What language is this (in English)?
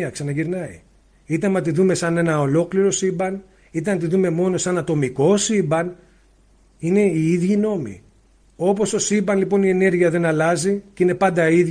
Greek